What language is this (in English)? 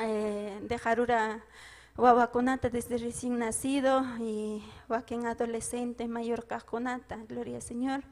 Ayacucho Quechua